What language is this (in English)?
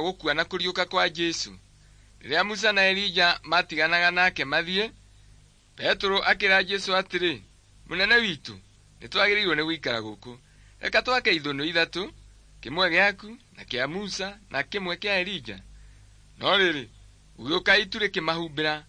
Kikuyu